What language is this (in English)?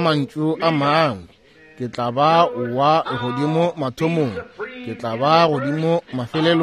Northern Sotho